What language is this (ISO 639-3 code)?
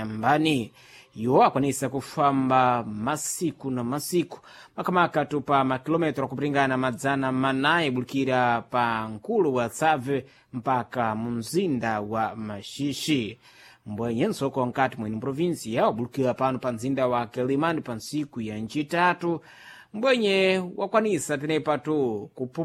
seh